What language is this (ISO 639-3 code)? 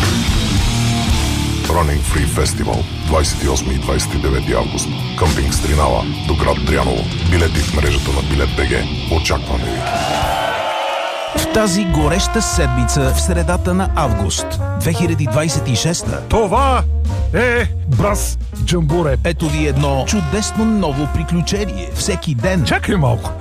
bul